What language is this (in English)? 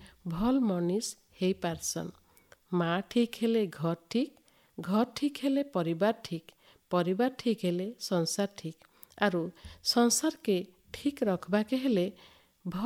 Odia